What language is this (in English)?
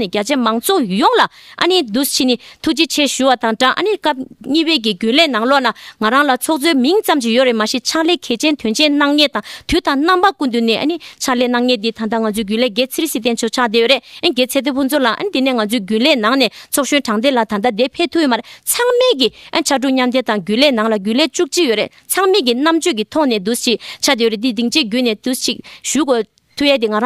Tibetan